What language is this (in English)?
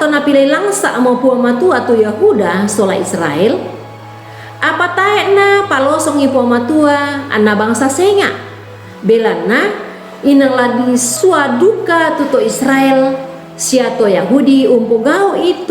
Toraja-Sa'dan